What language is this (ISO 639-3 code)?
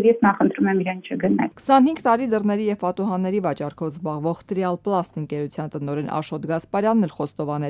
hye